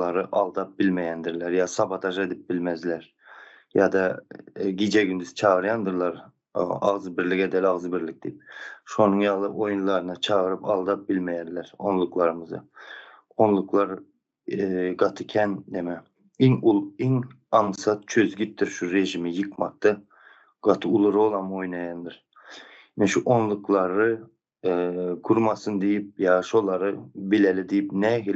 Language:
Turkmen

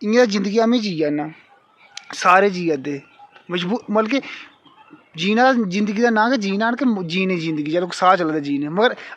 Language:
Dogri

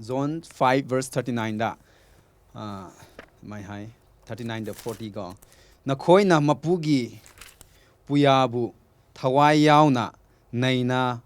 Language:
Manipuri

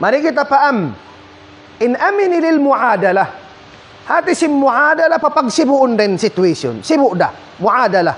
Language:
Tausug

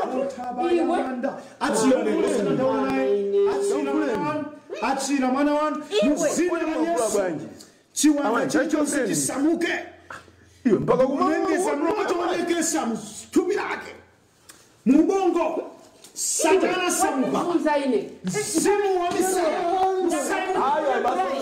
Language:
Nyanja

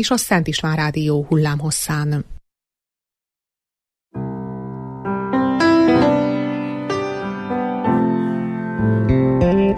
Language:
Hungarian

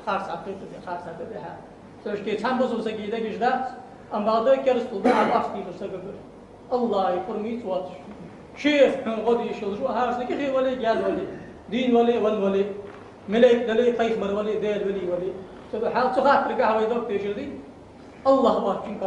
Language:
Ingush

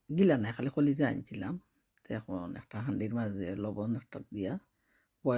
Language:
Sylheti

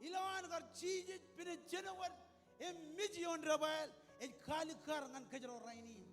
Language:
Marshallese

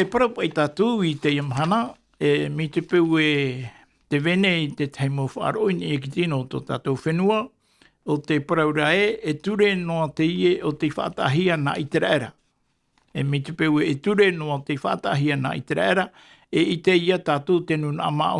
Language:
Tahitian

